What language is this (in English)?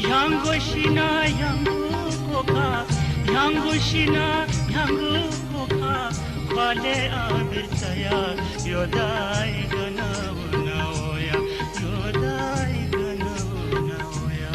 Newari